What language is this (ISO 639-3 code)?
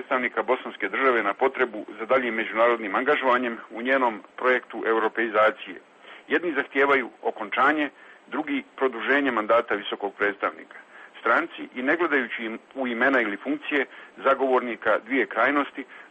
hrv